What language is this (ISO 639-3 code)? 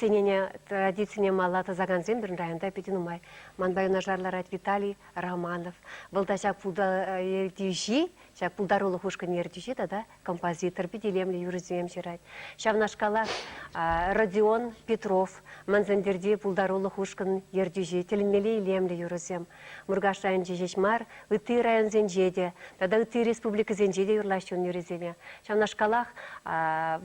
chv